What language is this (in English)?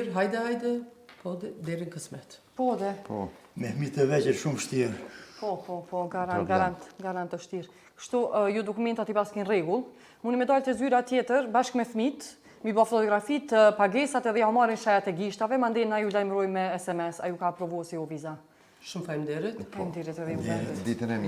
Albanian